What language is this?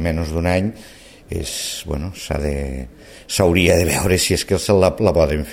Catalan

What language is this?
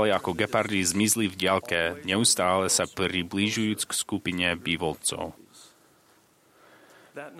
Slovak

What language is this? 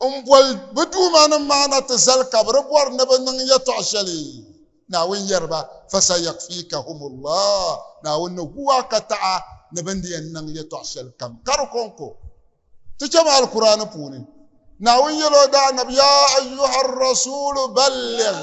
Dagbani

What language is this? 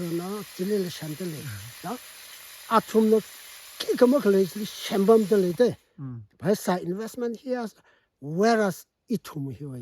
Tangkhul Naga (India)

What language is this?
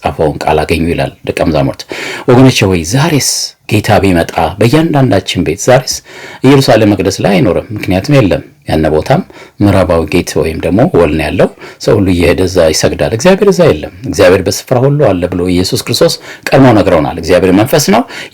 Amharic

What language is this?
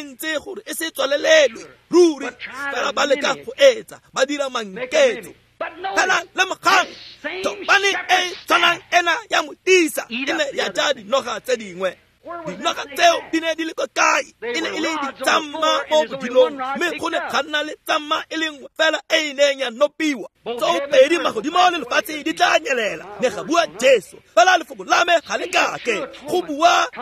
Tswana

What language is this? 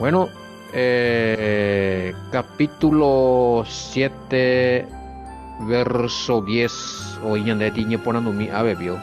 Guarani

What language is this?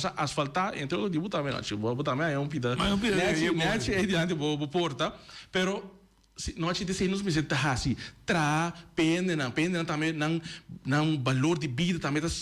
Papiamento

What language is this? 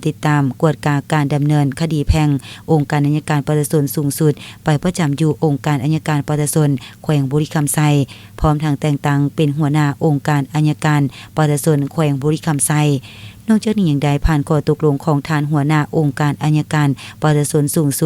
Lao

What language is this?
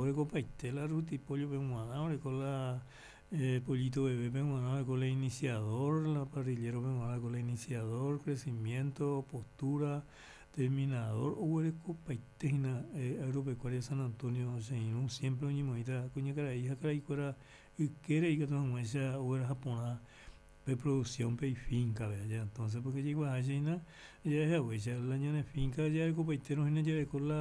Guarani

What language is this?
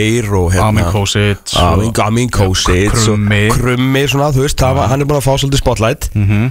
Icelandic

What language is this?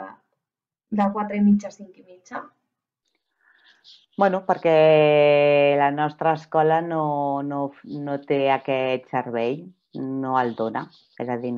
Catalan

